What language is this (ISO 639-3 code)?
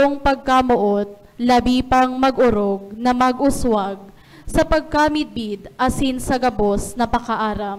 bik